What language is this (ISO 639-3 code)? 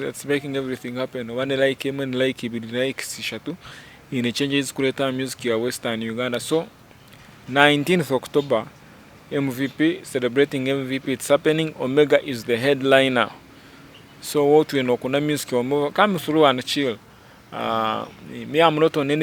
nyn